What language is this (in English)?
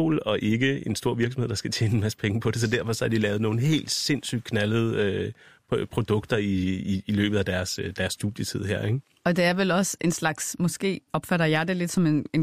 Danish